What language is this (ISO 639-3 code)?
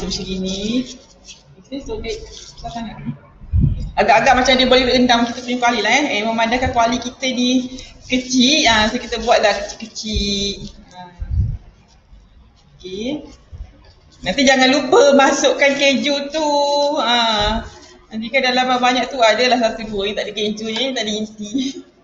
msa